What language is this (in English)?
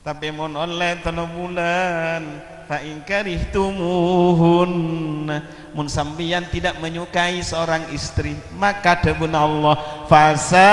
Madurese